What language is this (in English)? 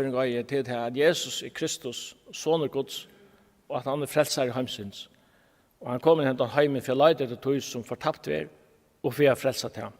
Faroese